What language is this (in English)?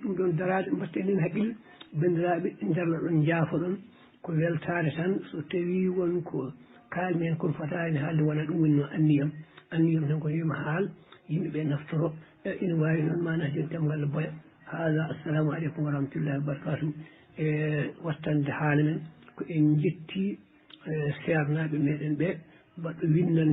Fula